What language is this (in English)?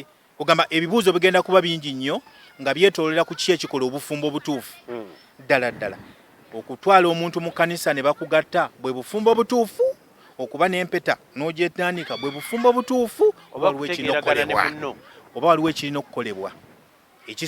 Ganda